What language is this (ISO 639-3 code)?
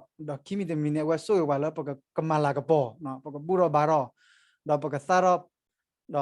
ksw